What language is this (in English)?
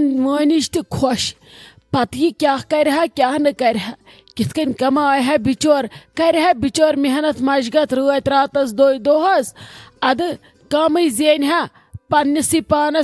Kashmiri